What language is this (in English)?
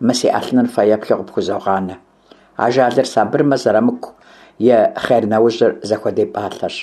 Kabardian